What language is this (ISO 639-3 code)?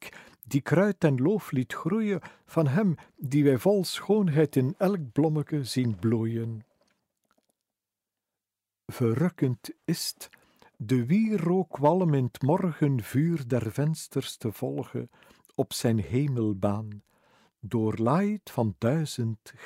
nld